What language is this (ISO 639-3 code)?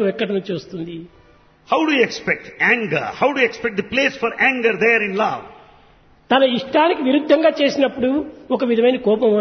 tel